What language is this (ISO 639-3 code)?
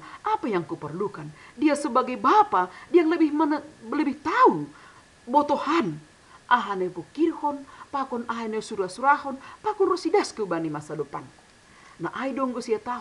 bts